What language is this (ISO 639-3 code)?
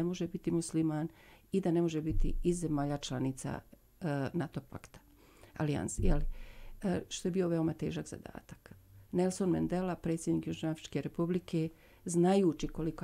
bos